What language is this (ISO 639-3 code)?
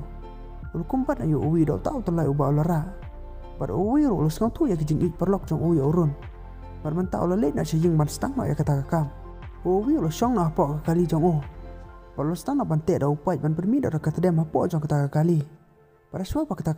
kha